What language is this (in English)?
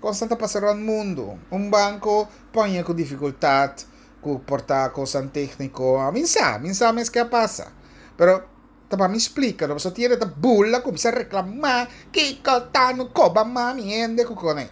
Papiamento